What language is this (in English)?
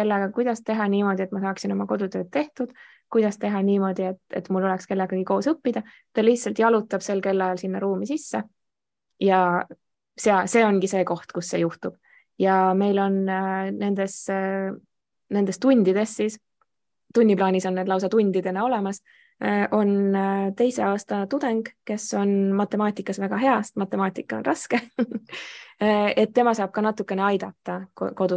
Estonian